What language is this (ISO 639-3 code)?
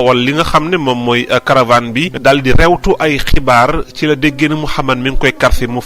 wol